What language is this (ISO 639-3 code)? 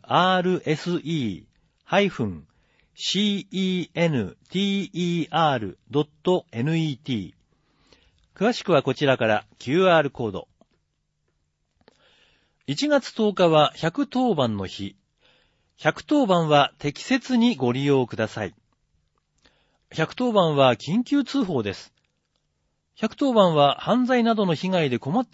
jpn